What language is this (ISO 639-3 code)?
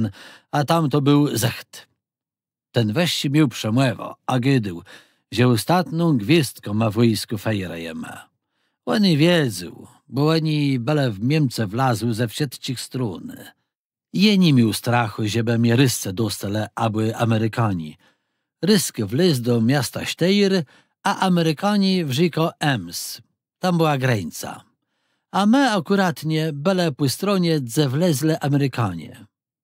csb